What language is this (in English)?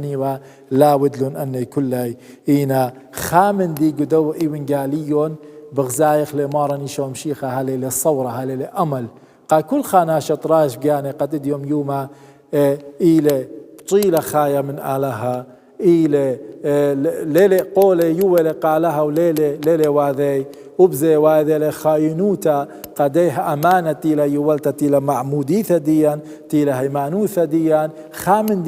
Assyrian Neo-Aramaic